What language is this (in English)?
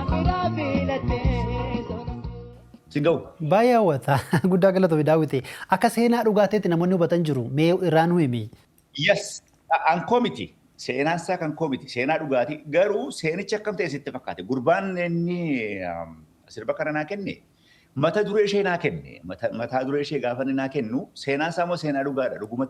Oromo